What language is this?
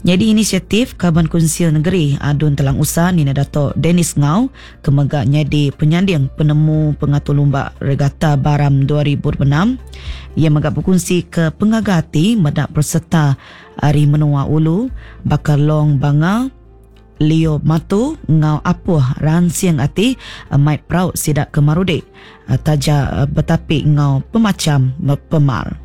Iban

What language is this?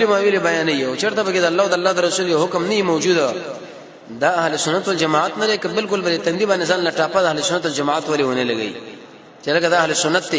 Pashto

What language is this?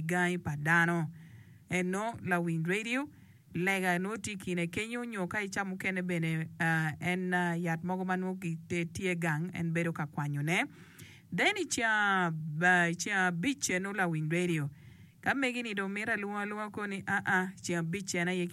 Acoli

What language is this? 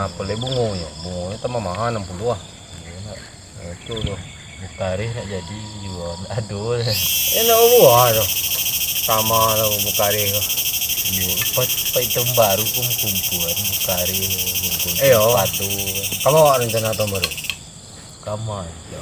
Minangkabau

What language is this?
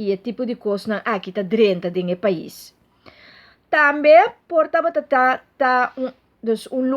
Papiamento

